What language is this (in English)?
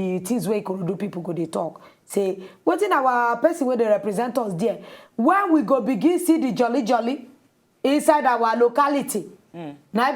Nigerian Pidgin